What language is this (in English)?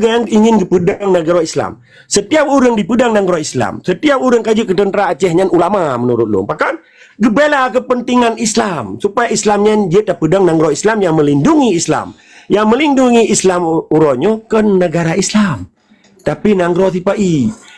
Achinese